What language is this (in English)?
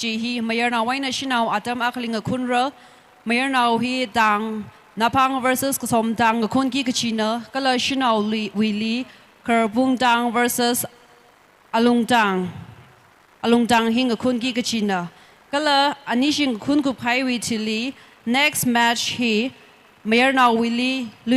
Tangkhul Naga (India)